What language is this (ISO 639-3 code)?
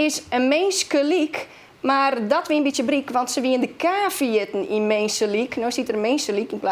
fry